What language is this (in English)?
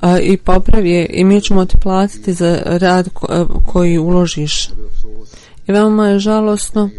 Bosnian